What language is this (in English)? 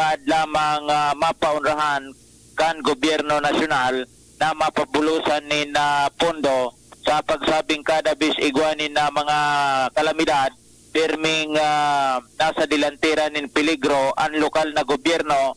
Bikol